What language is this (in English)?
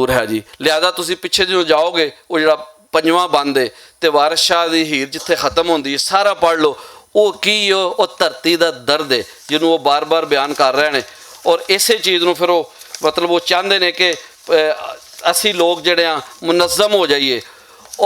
Western Panjabi